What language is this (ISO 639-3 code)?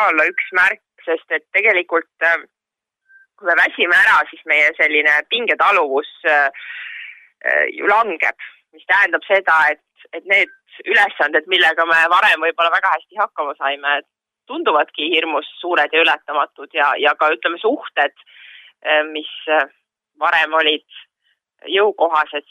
est